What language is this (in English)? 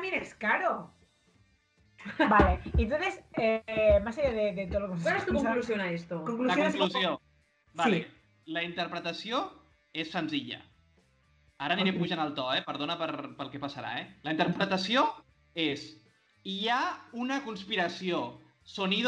Catalan